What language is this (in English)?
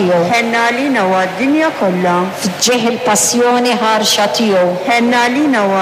Maltese